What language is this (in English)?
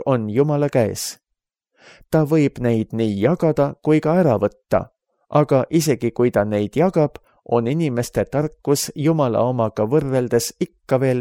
Estonian